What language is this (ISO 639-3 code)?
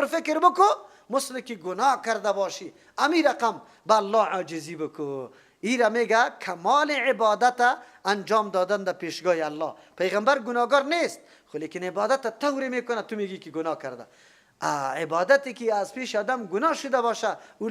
fas